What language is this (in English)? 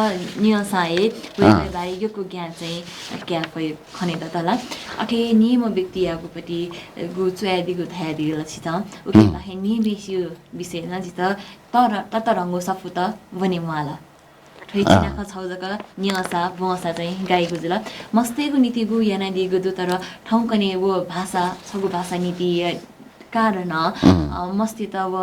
Newari